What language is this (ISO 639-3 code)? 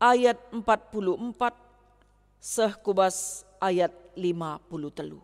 btx